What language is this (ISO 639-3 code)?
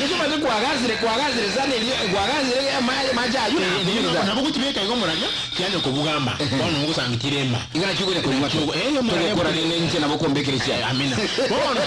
guz